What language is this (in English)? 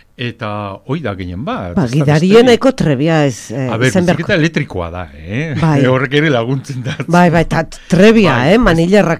Basque